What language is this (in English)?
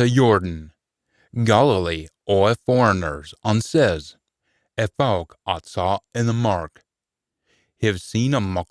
Scots